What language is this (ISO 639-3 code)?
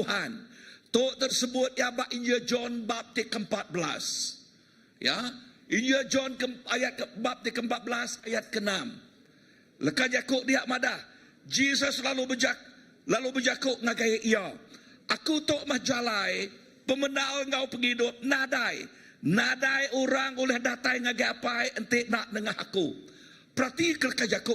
iba